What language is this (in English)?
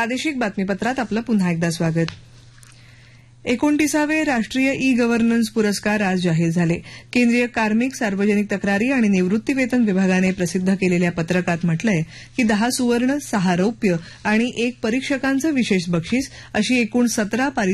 Marathi